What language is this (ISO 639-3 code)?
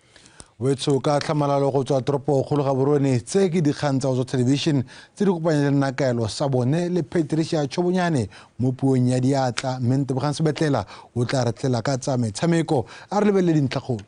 tsn